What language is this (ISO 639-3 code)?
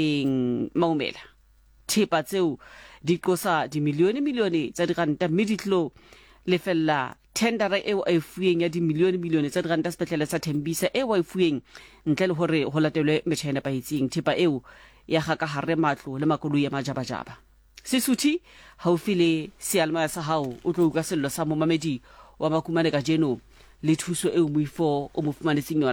sot